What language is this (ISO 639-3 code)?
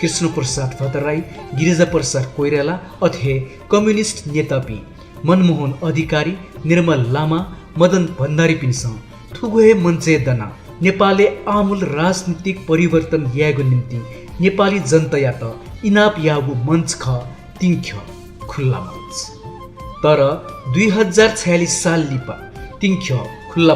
new